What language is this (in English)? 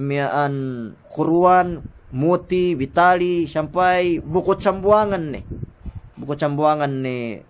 Yakan